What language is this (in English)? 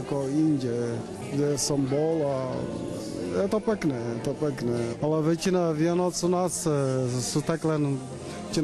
Slovak